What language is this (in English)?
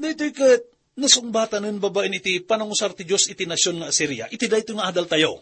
Iloko